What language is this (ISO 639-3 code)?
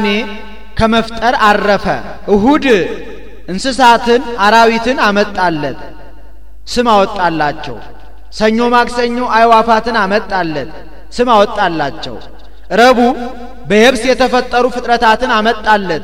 amh